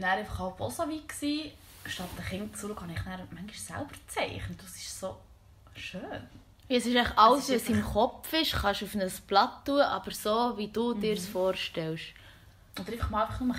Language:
Swiss German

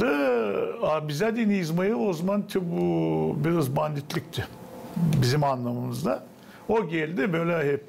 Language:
Gagauz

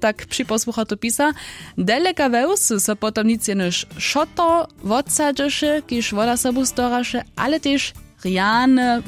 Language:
Upper Sorbian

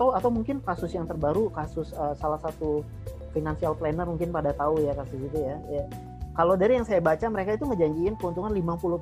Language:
Indonesian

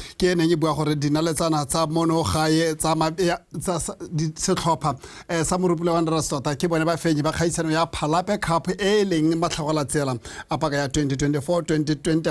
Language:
Tswana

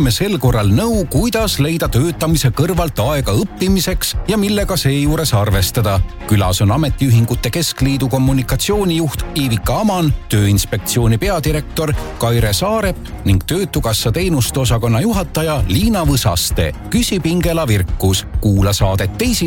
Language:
Estonian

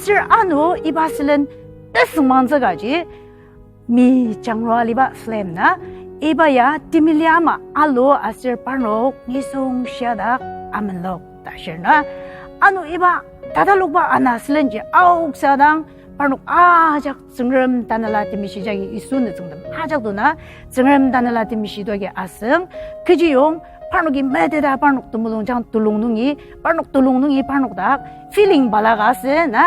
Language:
Ao Naga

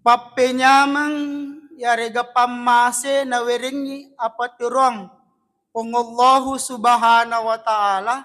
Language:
Buginese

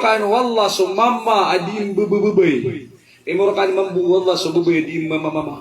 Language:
Maranao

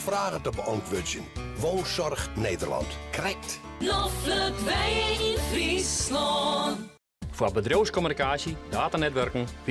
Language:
Western Frisian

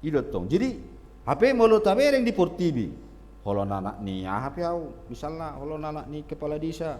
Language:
Batak Toba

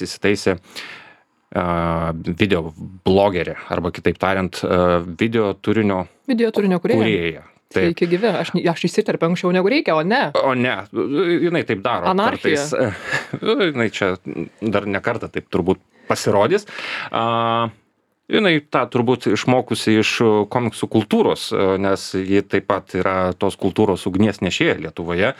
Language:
Lithuanian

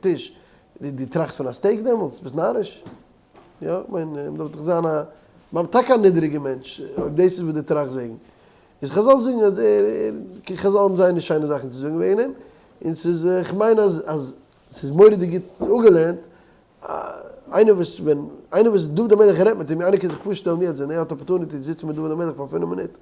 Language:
Yiddish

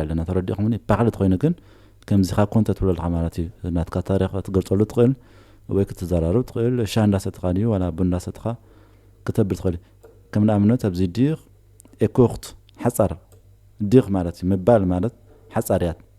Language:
Tigrinya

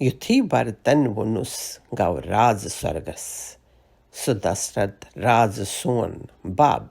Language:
Kashmiri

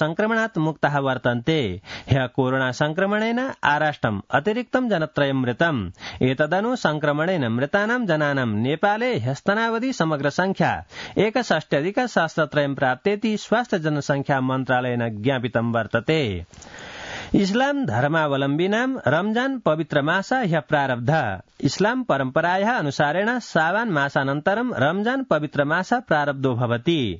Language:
Sanskrit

